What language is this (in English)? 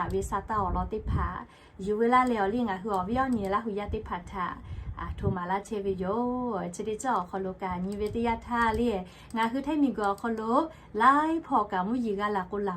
Lahu